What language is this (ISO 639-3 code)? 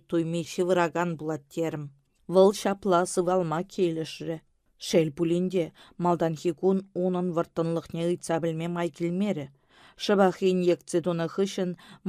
chv